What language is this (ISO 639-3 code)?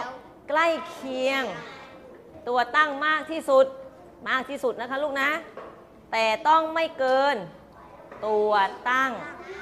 tha